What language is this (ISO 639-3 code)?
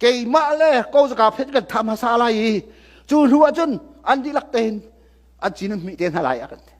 cnh